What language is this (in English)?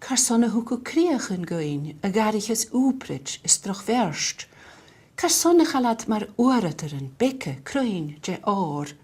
Scottish Gaelic